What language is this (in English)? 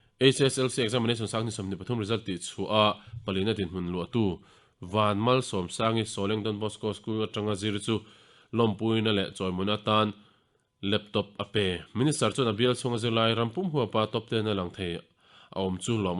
Mizo